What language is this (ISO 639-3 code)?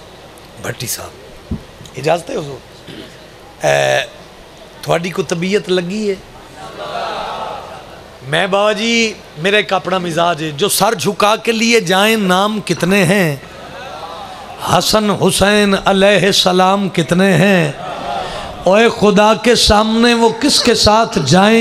urd